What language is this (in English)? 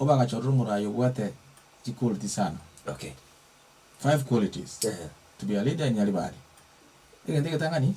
Gusii